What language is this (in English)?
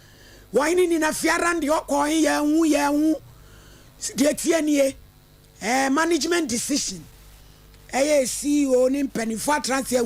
Akan